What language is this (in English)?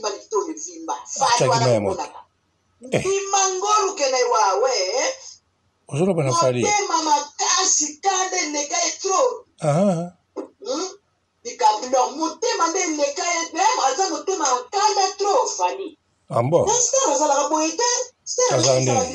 Lingala